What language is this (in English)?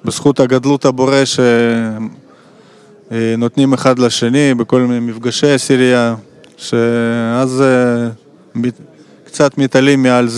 Hebrew